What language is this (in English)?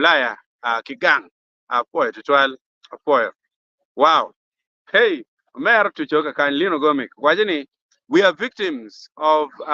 Acoli